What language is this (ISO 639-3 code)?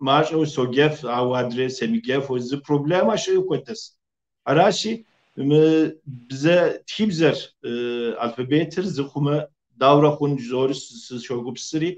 kbd